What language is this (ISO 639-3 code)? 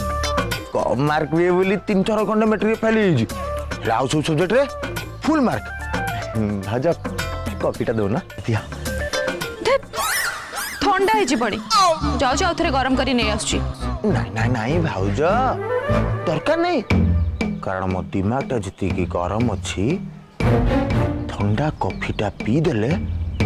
ori